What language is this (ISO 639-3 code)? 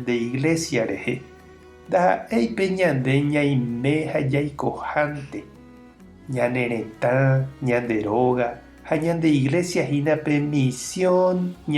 grn